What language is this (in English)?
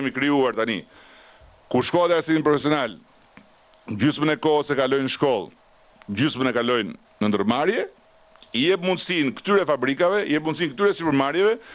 Albanian